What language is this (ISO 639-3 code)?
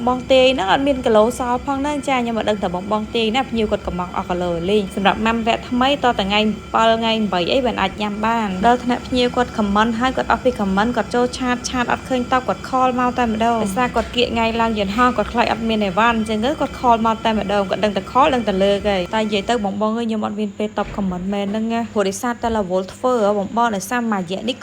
khm